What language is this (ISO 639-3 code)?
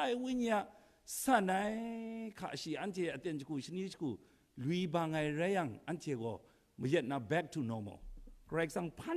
kac